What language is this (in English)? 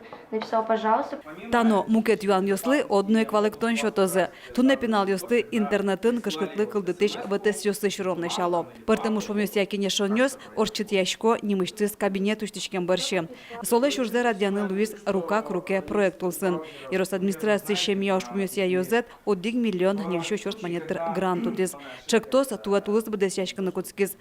Udmurt